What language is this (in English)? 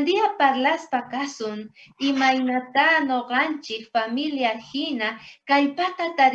South Bolivian Quechua